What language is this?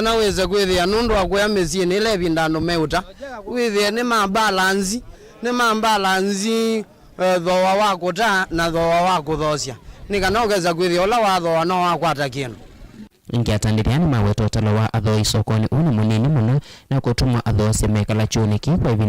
Kamba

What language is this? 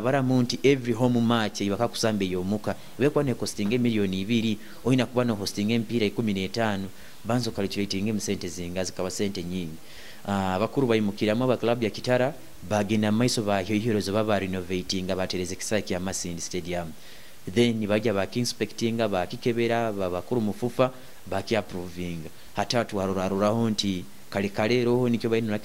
Nyoro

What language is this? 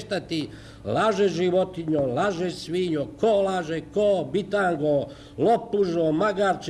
Serbian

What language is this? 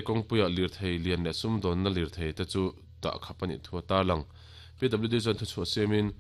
Mizo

